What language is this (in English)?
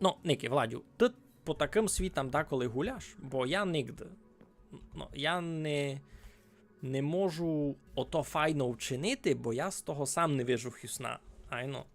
Rusyn